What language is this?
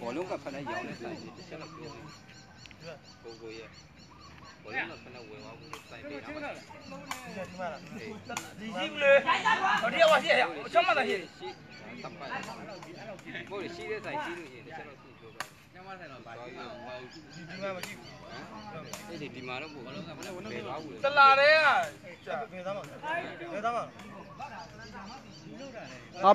Burmese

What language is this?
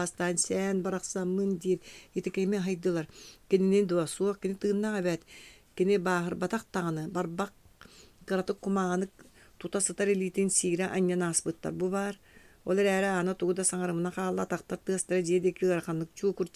Yakut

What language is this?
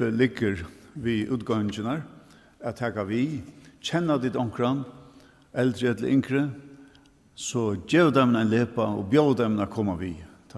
Faroese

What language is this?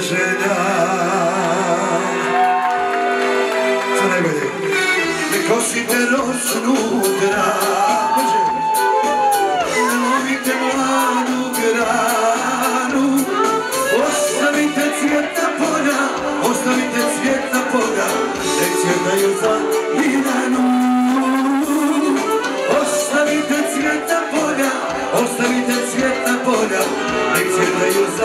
Croatian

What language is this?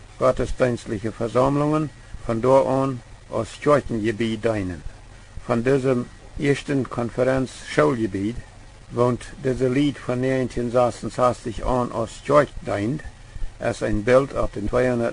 Plautdietsch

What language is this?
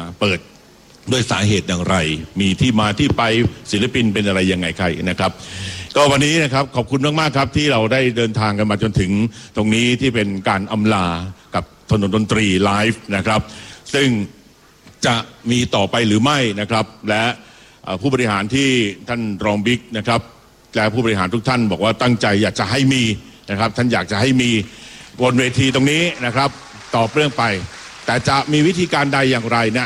Thai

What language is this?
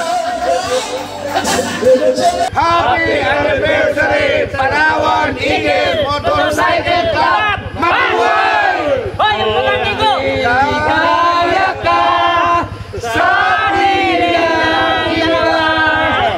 Filipino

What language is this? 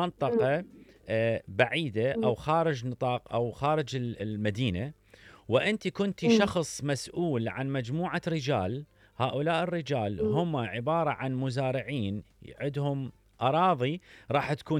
Mesopotamian Arabic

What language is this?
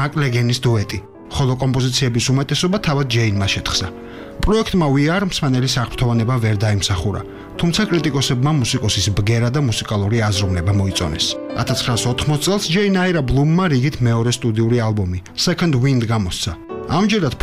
Georgian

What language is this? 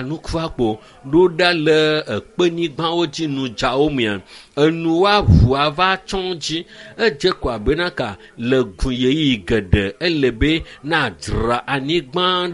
Ewe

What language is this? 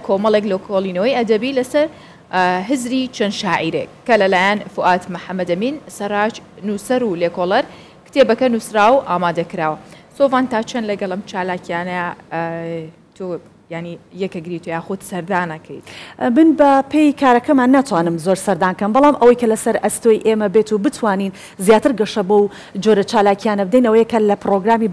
Central Kurdish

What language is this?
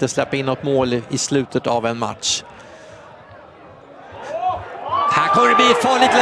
Swedish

